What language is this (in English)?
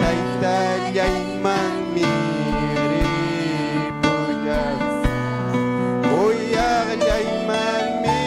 Ayacucho Quechua